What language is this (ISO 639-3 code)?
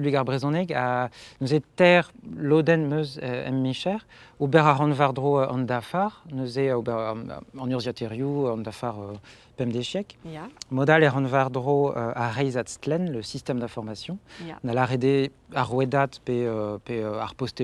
bre